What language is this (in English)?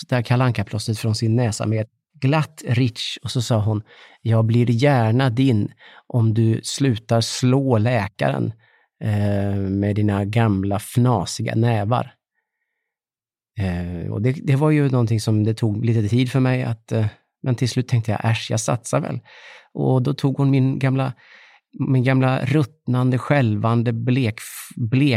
Swedish